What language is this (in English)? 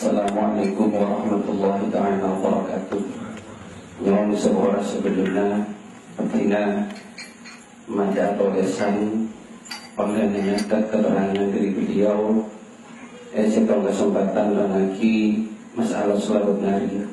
Madurese